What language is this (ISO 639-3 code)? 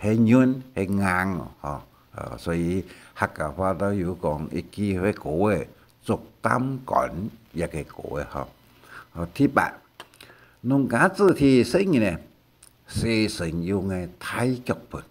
hak